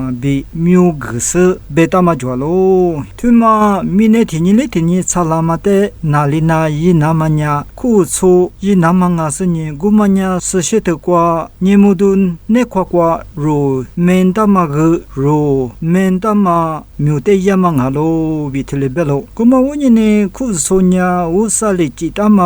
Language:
Lisu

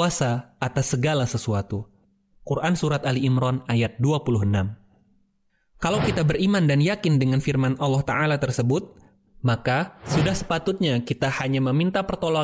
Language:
Indonesian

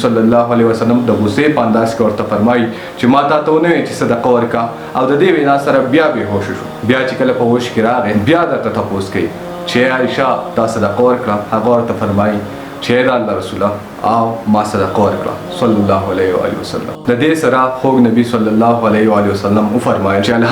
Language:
Pashto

